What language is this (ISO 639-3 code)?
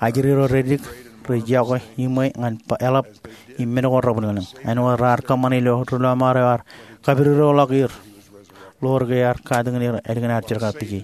mah